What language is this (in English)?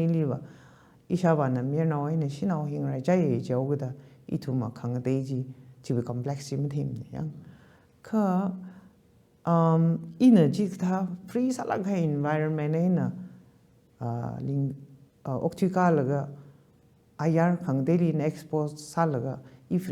Tangkhul Naga (India)